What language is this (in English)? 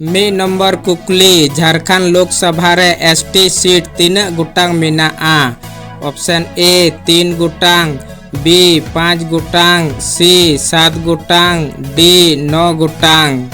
Santali